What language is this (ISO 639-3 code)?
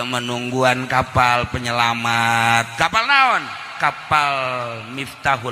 sun